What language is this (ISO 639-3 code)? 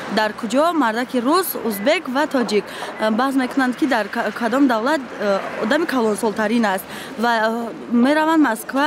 tgk